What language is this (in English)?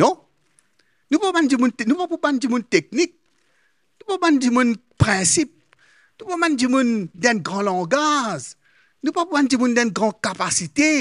Morisyen